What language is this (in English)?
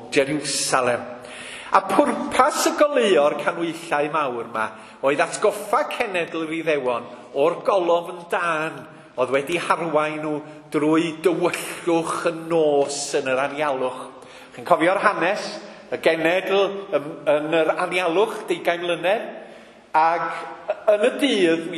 Welsh